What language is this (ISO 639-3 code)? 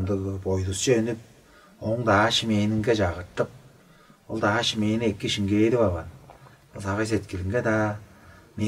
tyv